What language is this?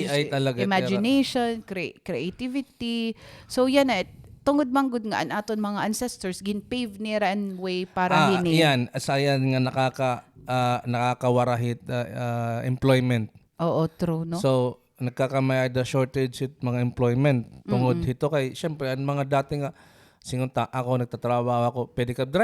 Waray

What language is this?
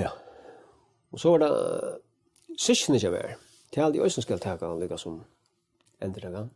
Faroese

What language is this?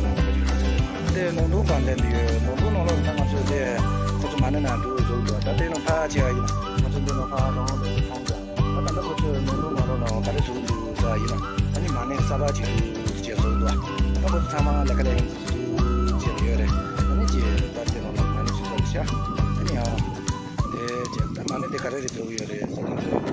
Tibetan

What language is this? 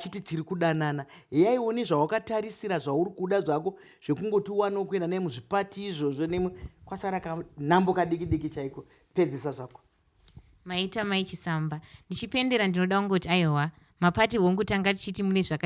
Shona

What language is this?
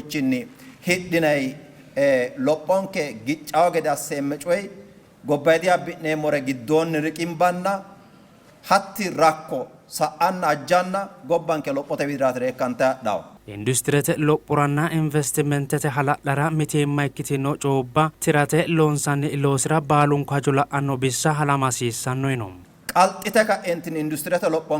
Sidamo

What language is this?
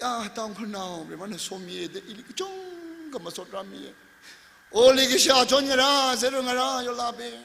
Tangkhul Naga (India)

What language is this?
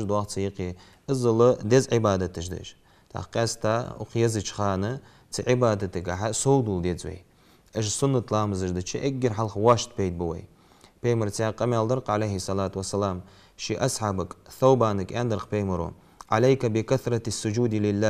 Ingush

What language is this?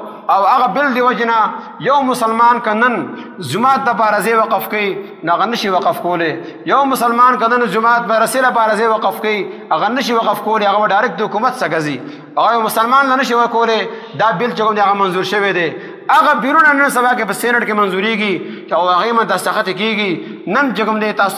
Pashto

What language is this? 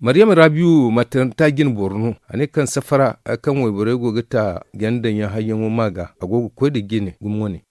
Zarma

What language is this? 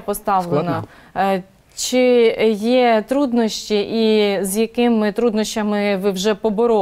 Ukrainian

